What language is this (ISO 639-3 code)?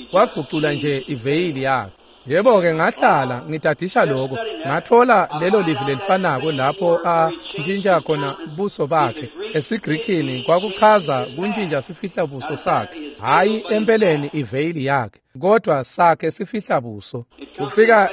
ssw